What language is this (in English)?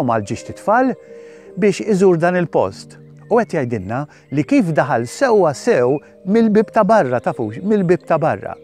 Maltese